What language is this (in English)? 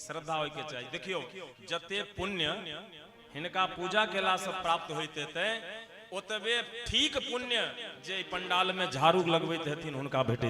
Maithili